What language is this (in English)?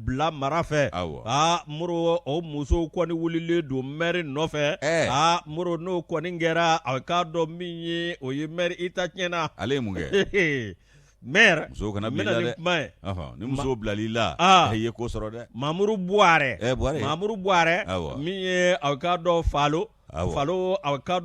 Bambara